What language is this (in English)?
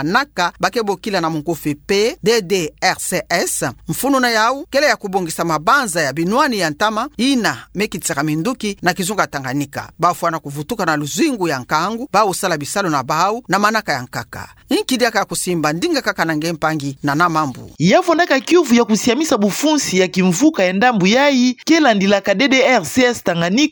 Kituba (Democratic Republic of Congo)